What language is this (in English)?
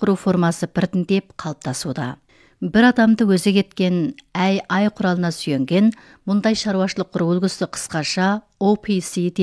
Kazakh